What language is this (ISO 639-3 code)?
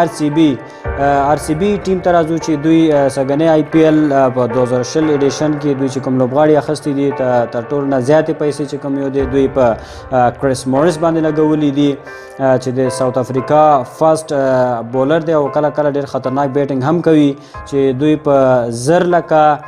pus